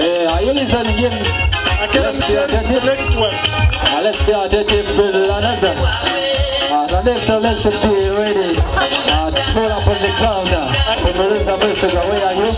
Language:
Nyankole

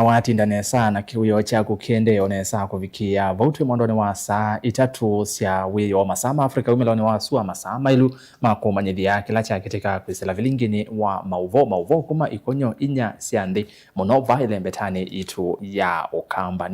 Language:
Kamba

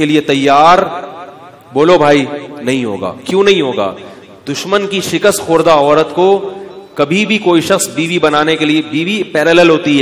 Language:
Urdu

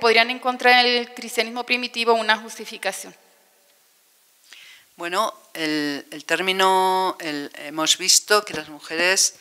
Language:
Spanish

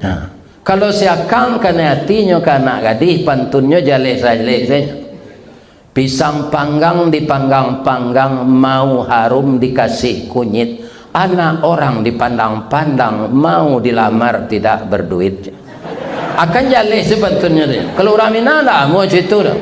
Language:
Minangkabau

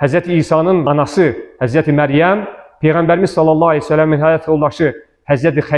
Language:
Azerbaijani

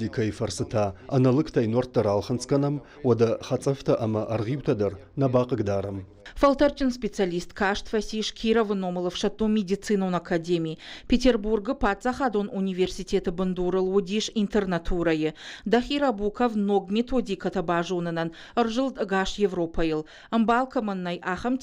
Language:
Ossetic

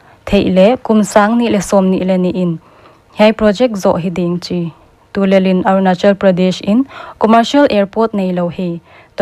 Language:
Paite Chin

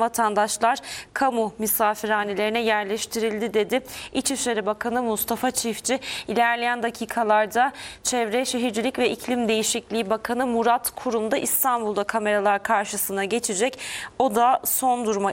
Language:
Turkish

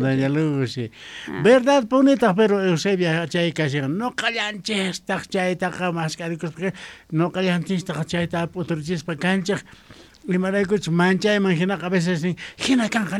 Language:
Quechua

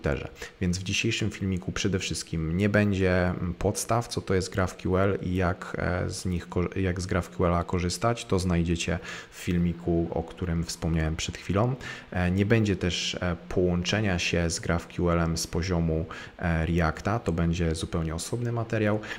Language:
Polish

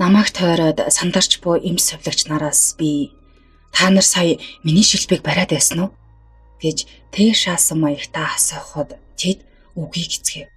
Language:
Mongolian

